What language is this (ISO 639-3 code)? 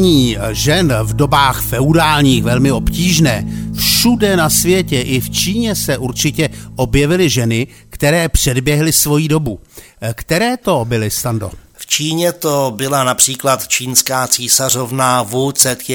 ces